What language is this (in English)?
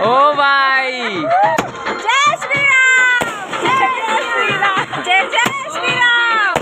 Chhattisgarhi